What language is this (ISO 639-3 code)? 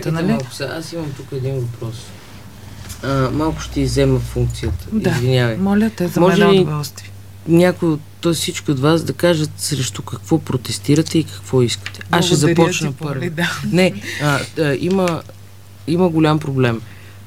bul